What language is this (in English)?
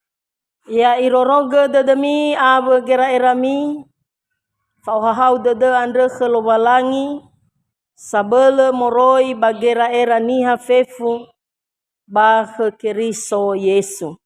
Nias